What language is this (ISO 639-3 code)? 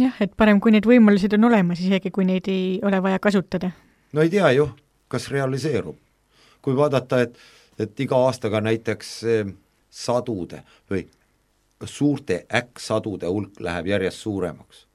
est